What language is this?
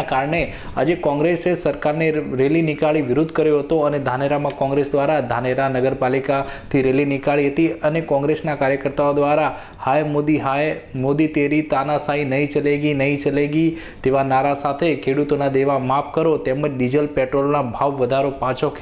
Gujarati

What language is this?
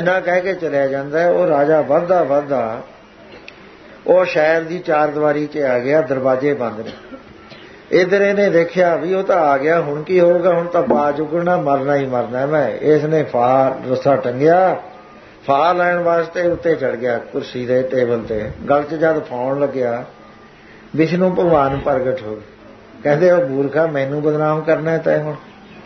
Punjabi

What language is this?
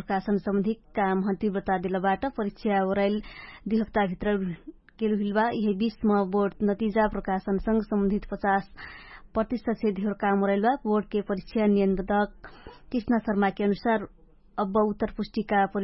Dangaura Tharu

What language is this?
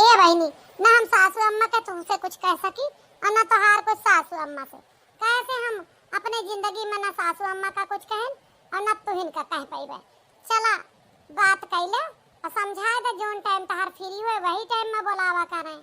Awadhi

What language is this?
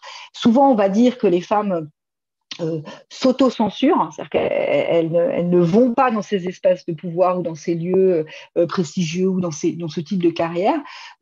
French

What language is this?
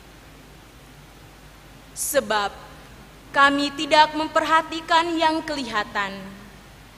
Indonesian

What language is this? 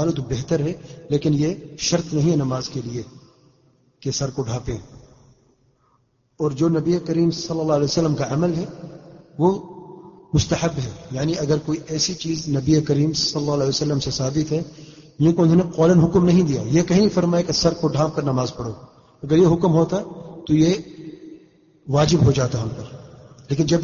Urdu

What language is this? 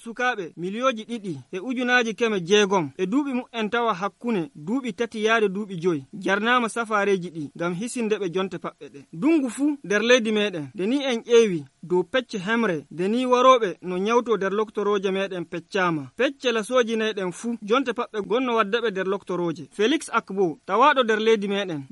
Nigerian Fulfulde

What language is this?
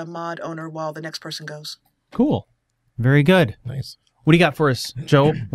English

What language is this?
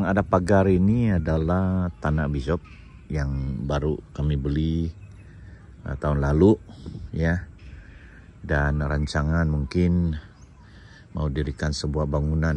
Central Dusun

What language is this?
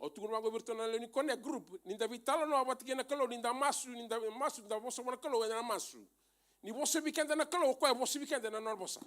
Fijian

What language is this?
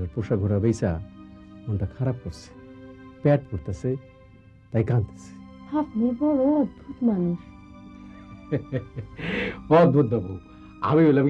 Bangla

